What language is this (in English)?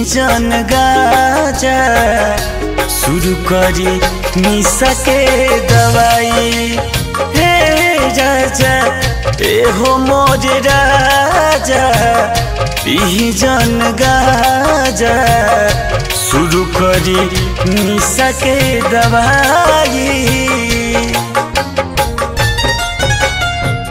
Bhojpuri